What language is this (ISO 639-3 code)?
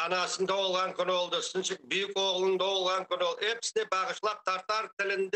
crh